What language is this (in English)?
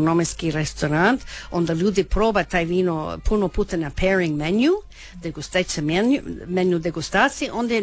Croatian